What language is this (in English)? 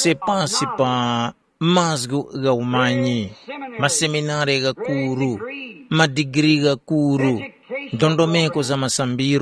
Tumbuka